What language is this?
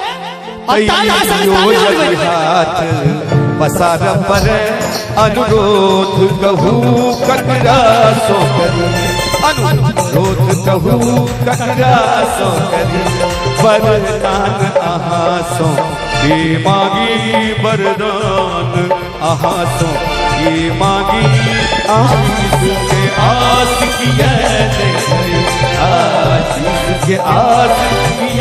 Maithili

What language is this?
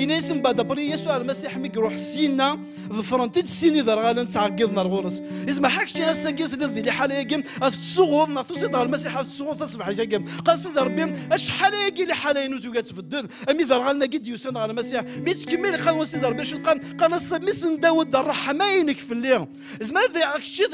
Kabyle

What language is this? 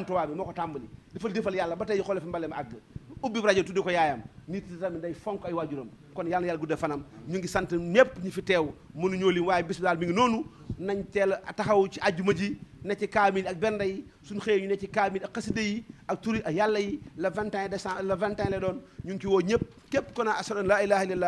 Wolof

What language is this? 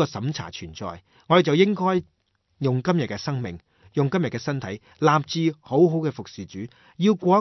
Cantonese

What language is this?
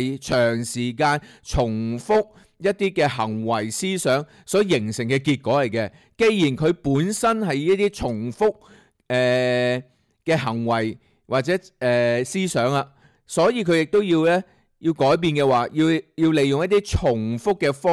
Cantonese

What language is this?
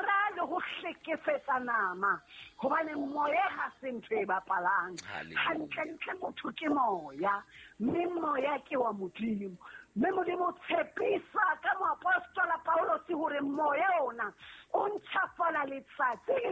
Southern Sotho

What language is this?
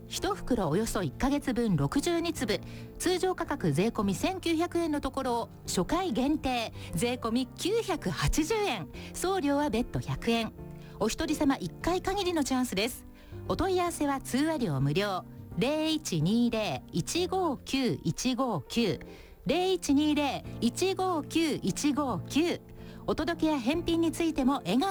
Japanese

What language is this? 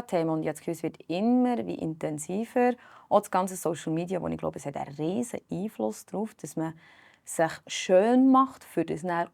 Swiss German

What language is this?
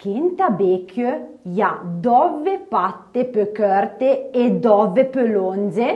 Arpitan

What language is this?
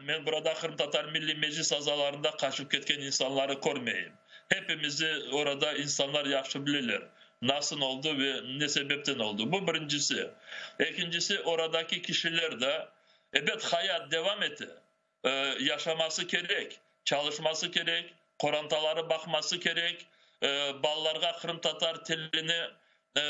Crimean Tatar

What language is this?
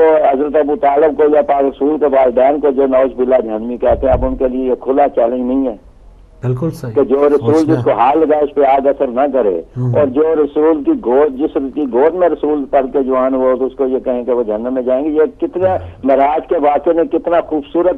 Urdu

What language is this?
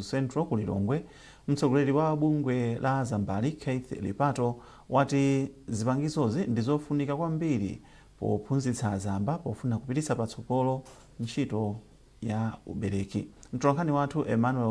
Nyanja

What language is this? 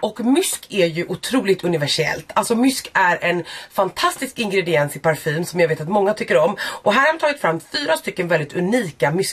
Swedish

